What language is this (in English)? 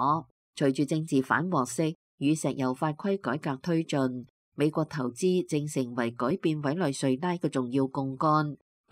Cantonese